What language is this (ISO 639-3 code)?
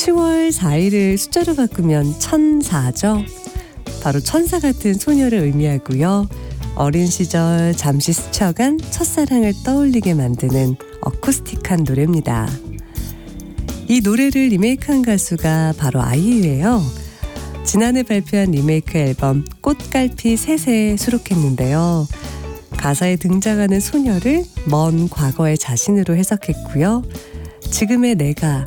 kor